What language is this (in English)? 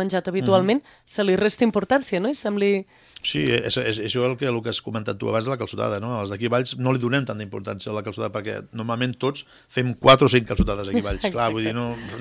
Catalan